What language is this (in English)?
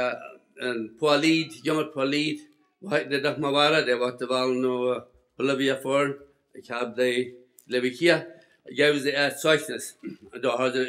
Plautdietsch